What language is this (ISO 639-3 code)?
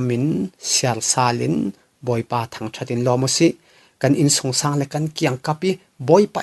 cfm